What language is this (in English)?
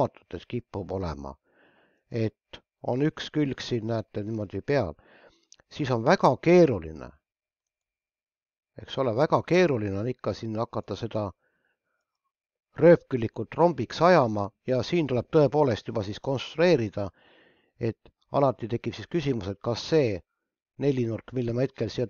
Estonian